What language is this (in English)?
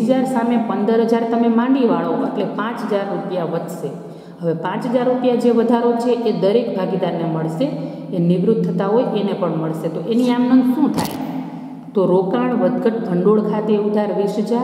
Gujarati